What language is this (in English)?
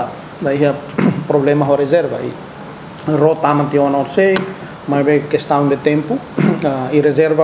Tetum